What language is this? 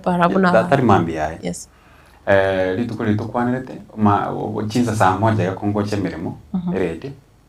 Gusii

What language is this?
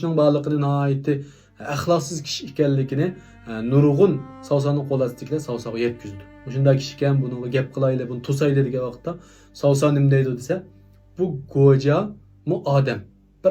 Uyghur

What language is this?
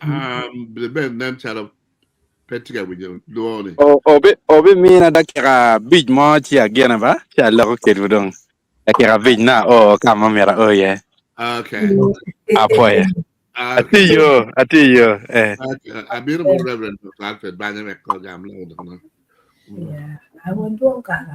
Acoli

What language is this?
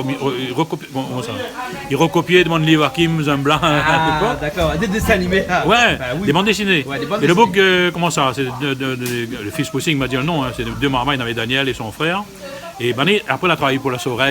Réunion Creole French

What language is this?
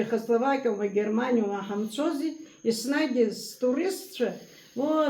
Abkhazian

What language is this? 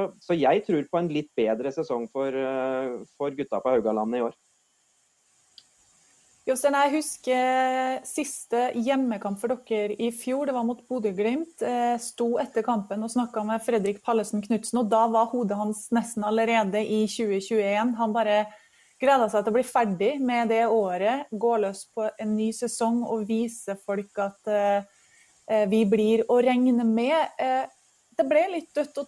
Norwegian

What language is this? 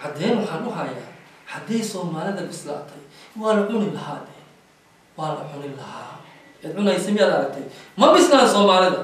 Somali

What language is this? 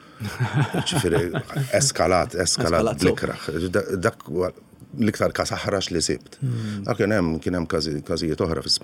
Maltese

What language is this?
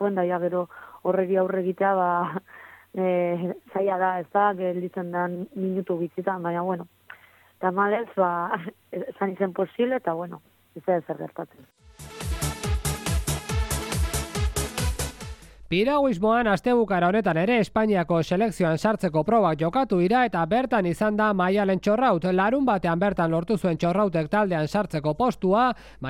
Basque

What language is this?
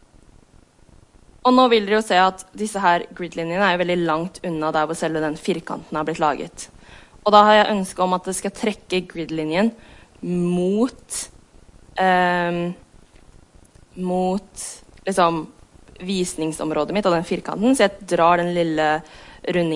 Norwegian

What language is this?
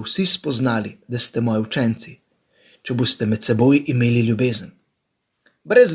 Slovenian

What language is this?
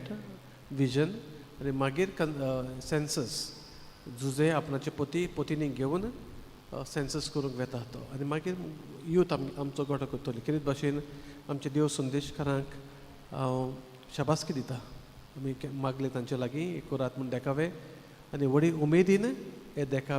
Konkani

